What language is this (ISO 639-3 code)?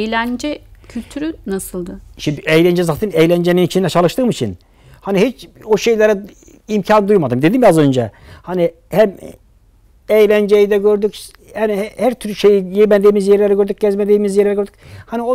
tur